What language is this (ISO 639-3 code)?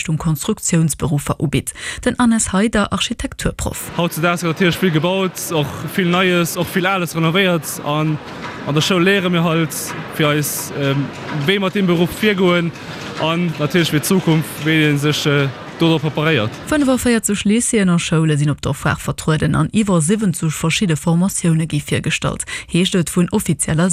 ltz